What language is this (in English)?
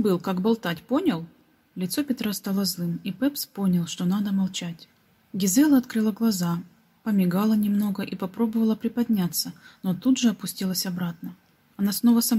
Russian